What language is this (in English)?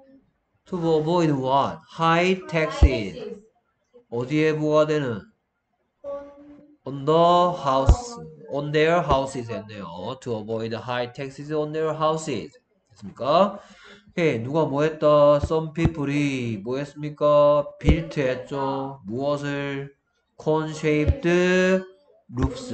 Korean